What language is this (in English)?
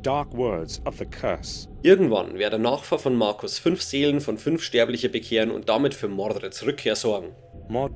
Bavarian